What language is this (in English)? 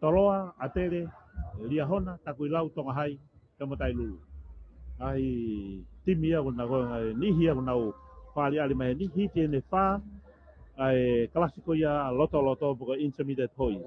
Tongan